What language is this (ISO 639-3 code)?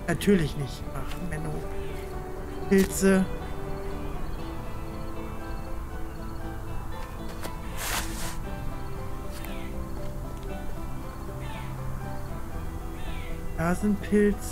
deu